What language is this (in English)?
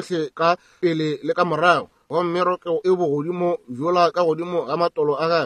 Northern Sotho